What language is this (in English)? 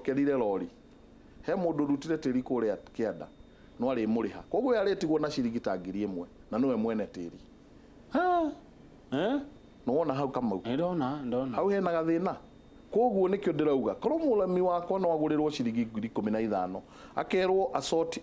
Kikuyu